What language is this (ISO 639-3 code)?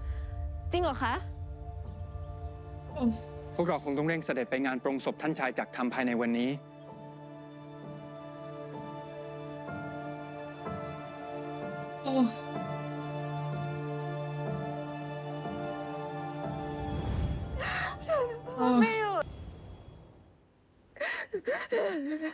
tha